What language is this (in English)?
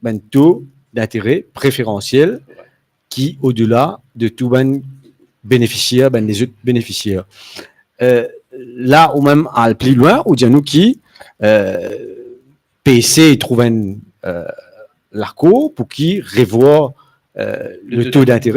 Morisyen